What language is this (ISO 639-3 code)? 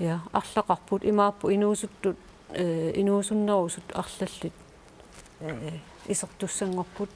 kal